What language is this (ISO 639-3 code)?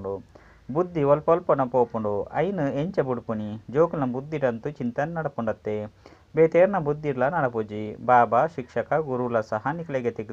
tcy